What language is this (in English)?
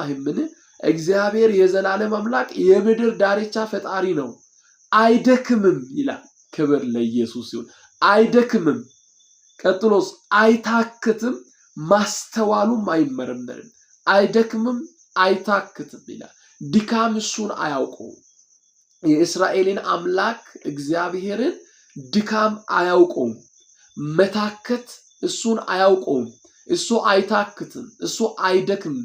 Amharic